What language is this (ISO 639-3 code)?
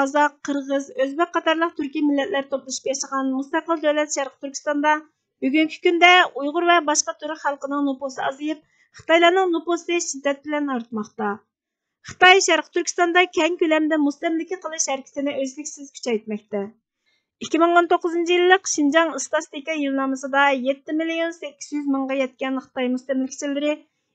uig